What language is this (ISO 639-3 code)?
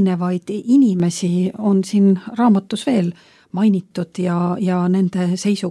est